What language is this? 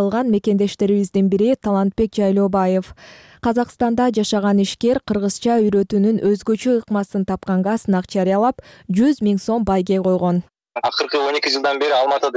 Kyrgyz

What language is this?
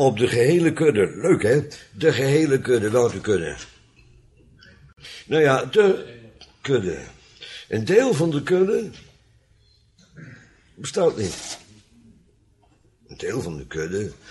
Dutch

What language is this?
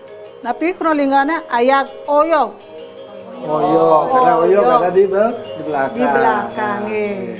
Balinese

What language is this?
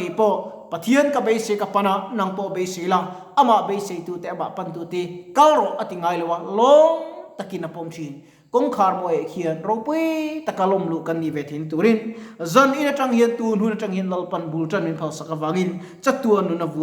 Mizo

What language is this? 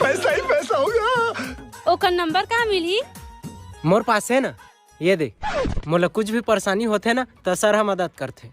Chhattisgarhi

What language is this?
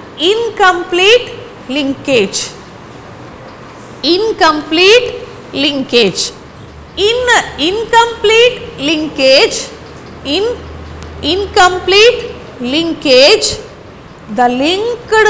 Kannada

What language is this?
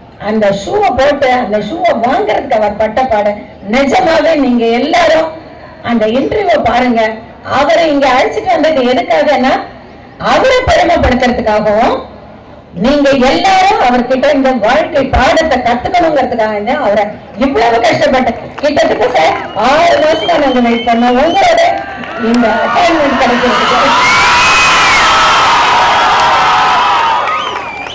Tamil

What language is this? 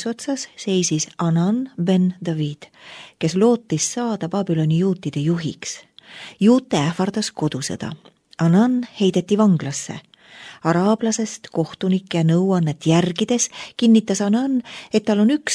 Estonian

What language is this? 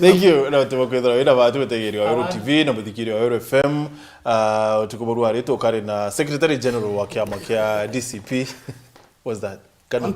Meru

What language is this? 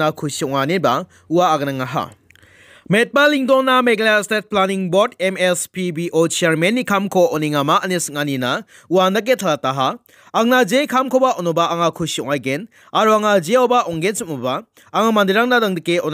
Garo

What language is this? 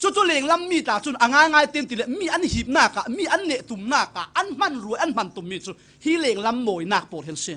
Falam Chin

